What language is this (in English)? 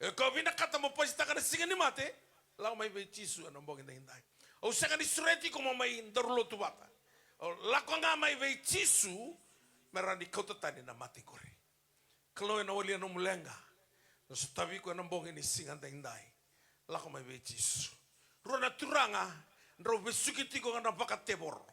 Fijian